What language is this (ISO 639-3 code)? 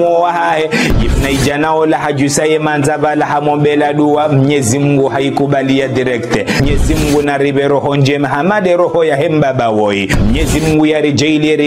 zdj